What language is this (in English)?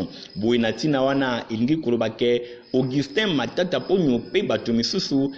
Lingala